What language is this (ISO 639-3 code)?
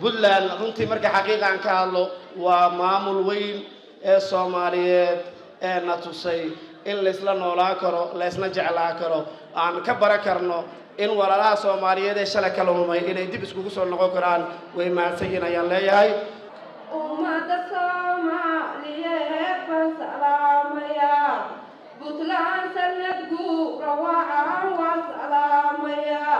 som